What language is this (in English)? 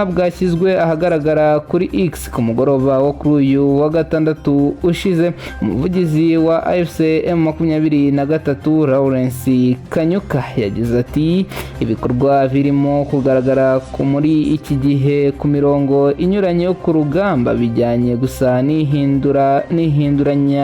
Kinyarwanda